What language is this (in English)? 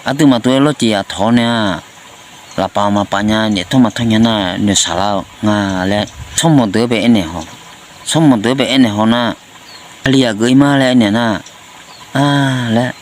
Akha